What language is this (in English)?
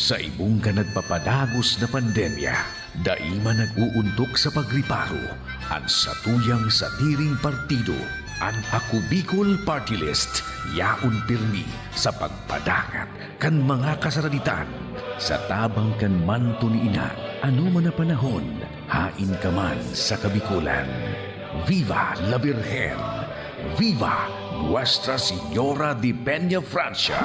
Bikol